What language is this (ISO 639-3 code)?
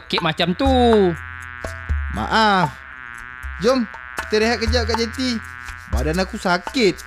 msa